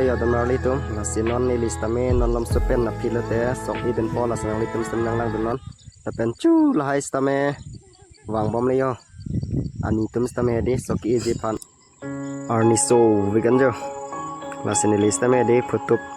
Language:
Karbi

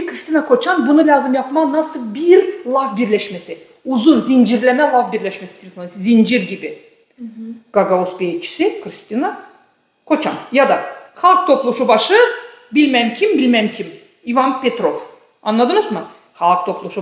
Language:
Gagauz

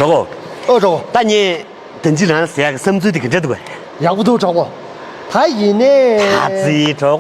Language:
Tibetan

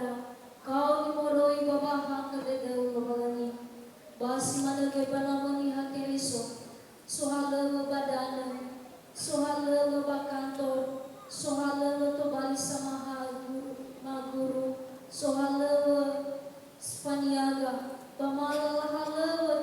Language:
Nias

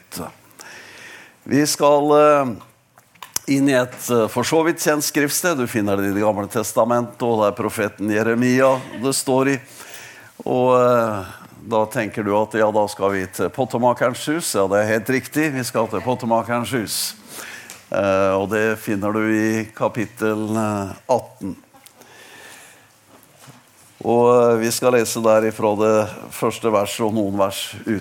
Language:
Norwegian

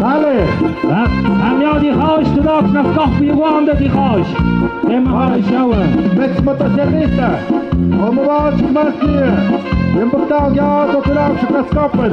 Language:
Tlahuitoltepec Mixe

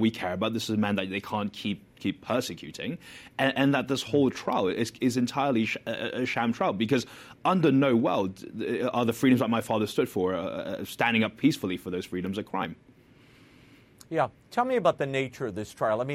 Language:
English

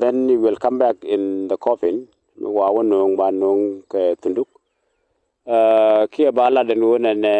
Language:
Nuer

